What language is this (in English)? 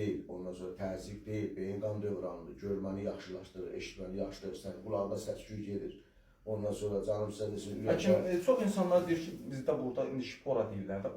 Azerbaijani